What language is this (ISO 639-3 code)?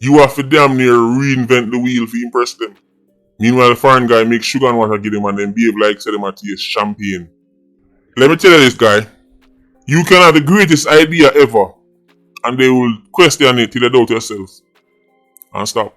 jam